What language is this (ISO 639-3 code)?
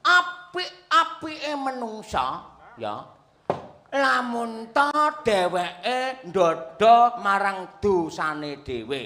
jav